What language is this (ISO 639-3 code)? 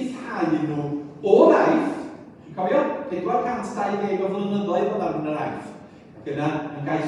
cym